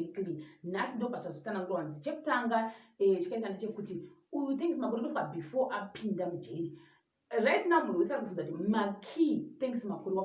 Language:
Shona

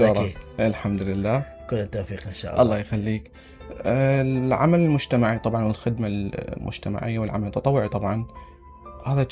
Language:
Mesopotamian Arabic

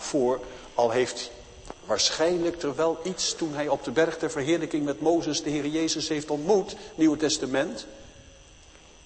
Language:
Dutch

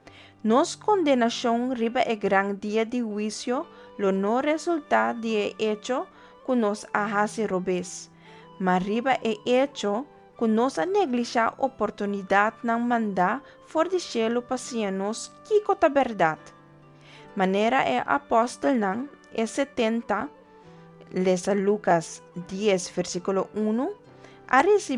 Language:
Papiamento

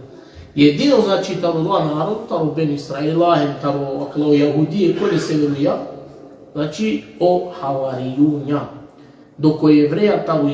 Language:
Balkan Romani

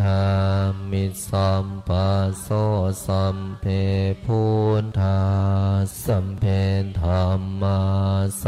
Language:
Pali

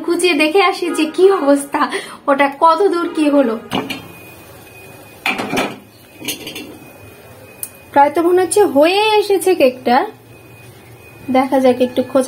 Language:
Bangla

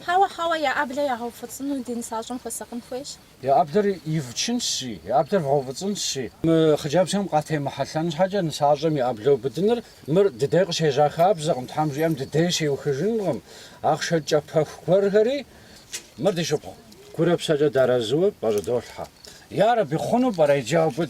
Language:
Kabardian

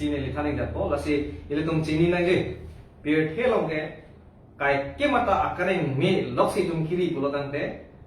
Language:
Karbi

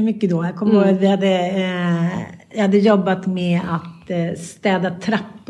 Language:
Swedish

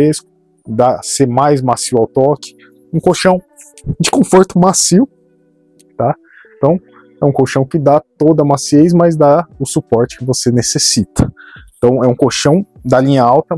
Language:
Portuguese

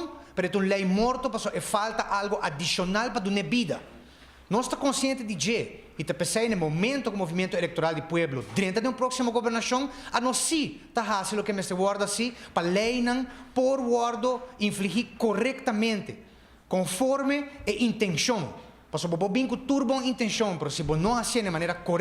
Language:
Papiamento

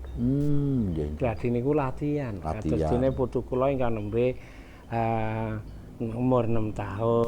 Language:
Javanese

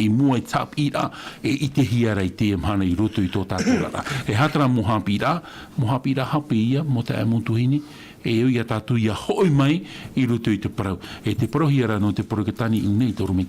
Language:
Tahitian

